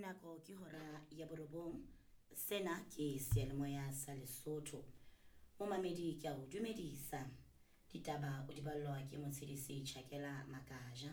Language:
Southern Sotho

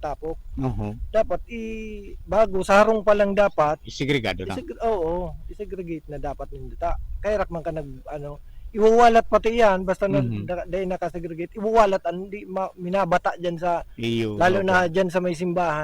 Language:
Bikol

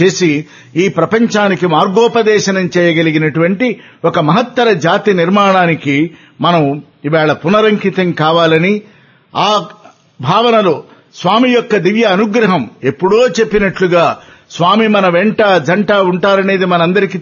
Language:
Telugu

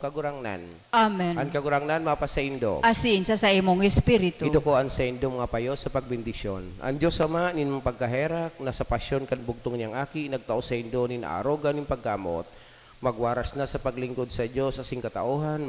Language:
Bikol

